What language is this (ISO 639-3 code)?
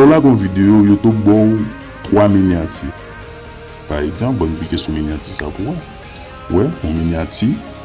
hat